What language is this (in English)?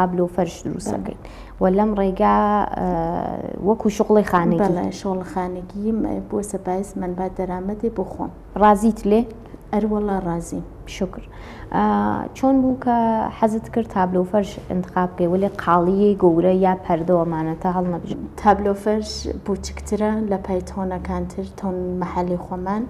Central Kurdish